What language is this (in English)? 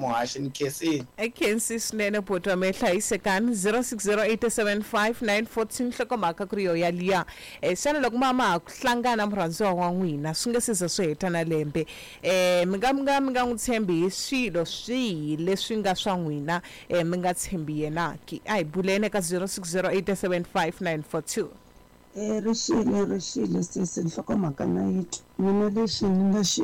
Tsonga